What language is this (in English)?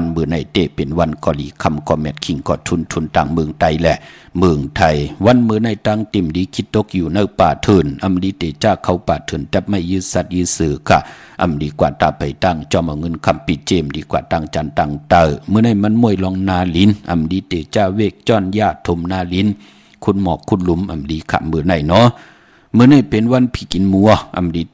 Shan